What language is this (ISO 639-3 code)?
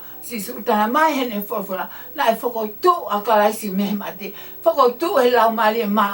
ton